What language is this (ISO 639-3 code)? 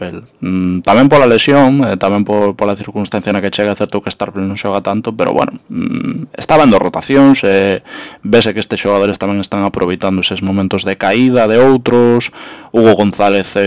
glg